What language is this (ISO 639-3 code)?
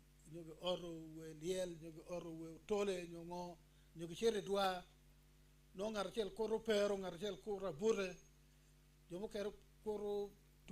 ach